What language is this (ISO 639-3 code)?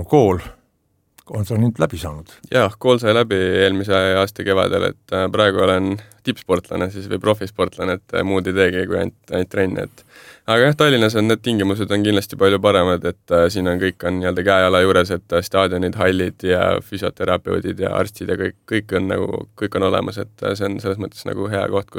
est